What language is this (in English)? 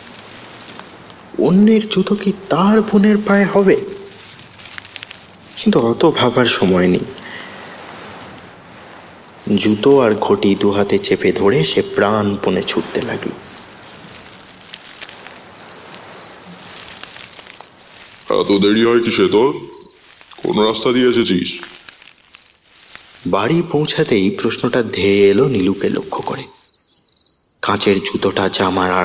Bangla